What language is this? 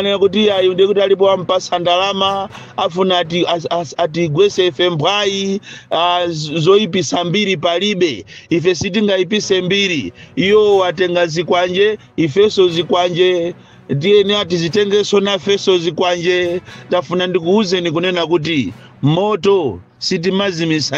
Nyanja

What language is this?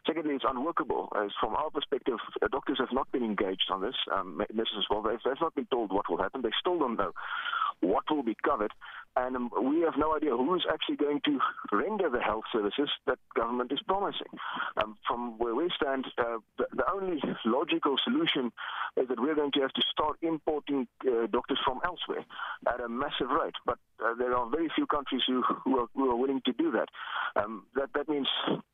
English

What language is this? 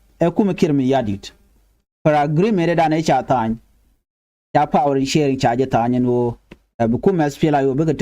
Nuer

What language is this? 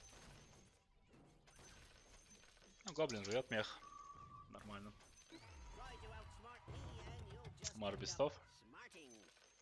Russian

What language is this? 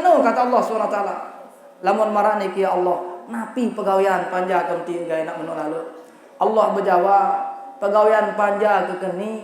Sasak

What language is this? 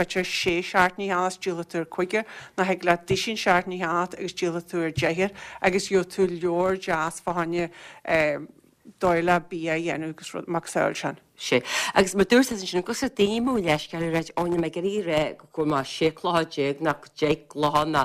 Irish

